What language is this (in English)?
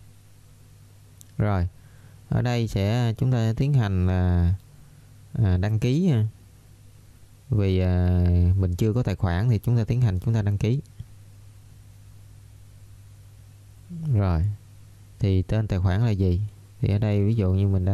Vietnamese